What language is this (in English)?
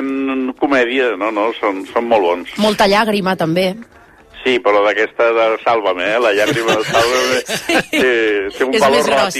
Catalan